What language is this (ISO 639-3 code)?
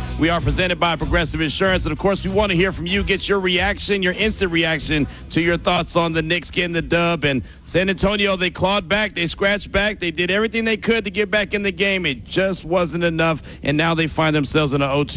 eng